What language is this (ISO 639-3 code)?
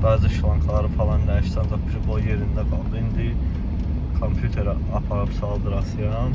aze